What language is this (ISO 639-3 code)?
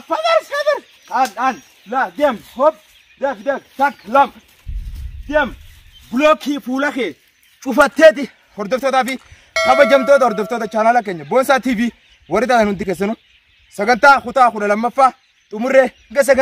orm